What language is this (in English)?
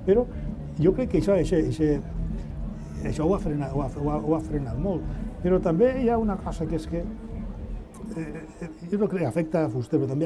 Catalan